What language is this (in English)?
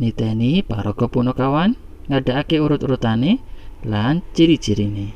Javanese